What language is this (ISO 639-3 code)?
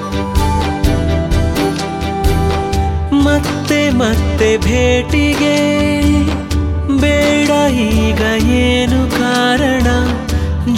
kan